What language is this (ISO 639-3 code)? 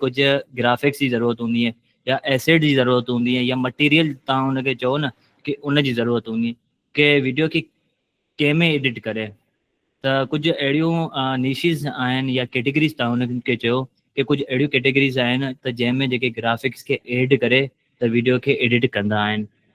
snd